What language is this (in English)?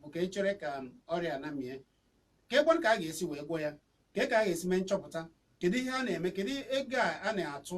Igbo